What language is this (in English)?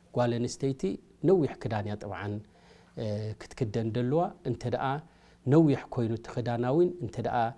Tigrinya